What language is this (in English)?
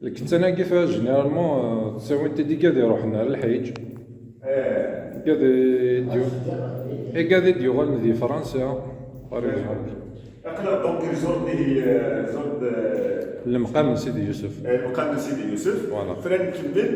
Kabyle